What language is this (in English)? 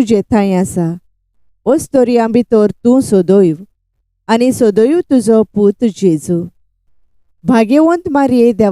Konkani